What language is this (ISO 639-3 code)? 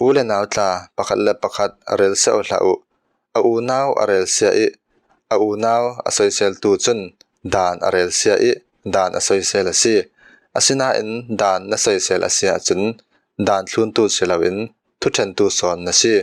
cfm